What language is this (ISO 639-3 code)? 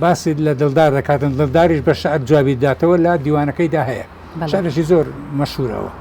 ckb